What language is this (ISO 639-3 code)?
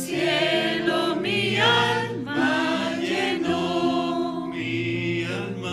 aym